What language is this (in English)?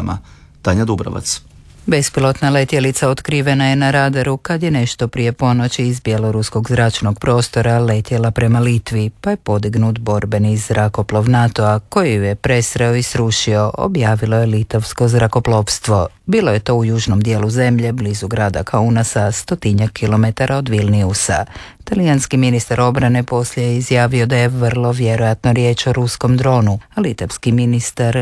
Croatian